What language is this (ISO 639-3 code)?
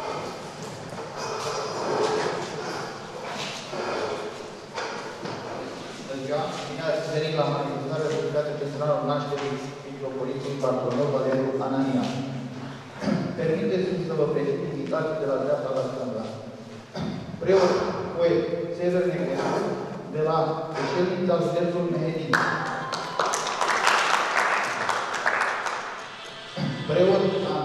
ron